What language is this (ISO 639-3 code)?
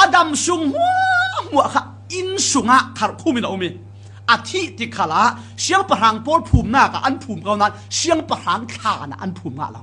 cfm